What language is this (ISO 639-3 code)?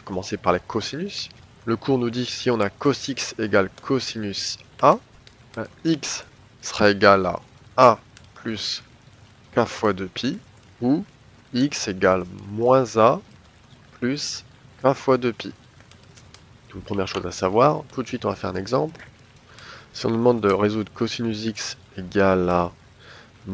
fra